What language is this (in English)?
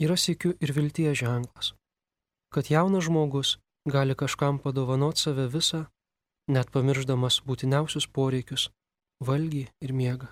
Lithuanian